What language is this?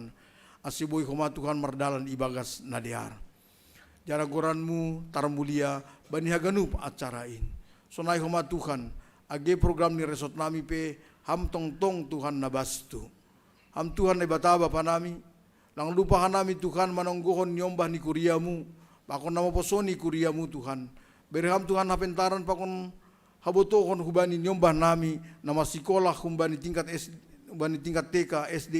Batak Simalungun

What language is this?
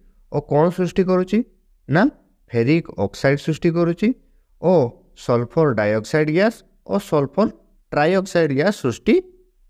Odia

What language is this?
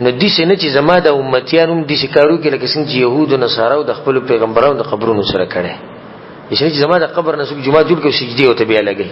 Pashto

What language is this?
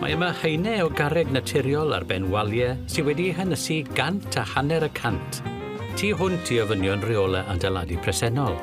Welsh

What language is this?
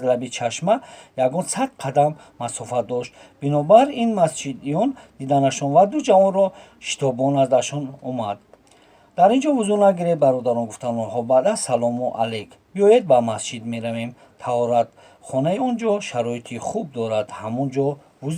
Tajik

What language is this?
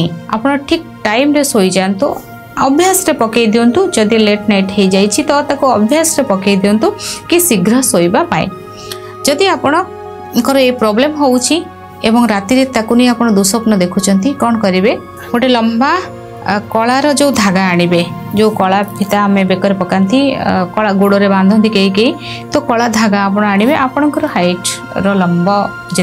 Odia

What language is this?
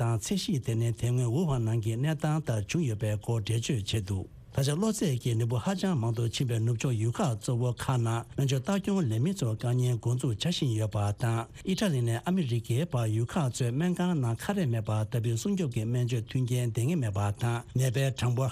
Tibetan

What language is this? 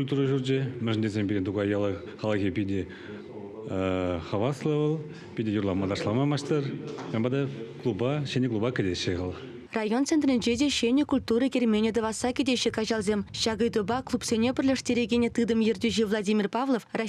Chuvash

